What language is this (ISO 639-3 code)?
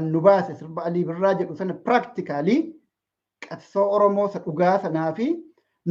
orm